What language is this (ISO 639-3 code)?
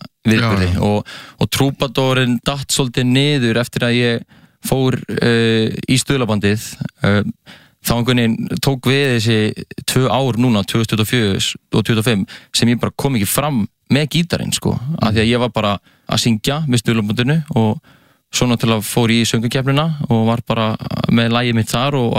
isl